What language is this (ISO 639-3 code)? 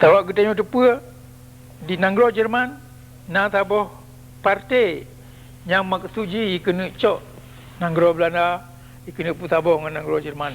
ace